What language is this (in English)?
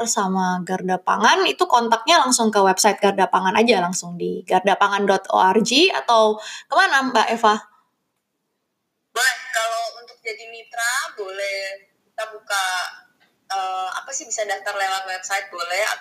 Indonesian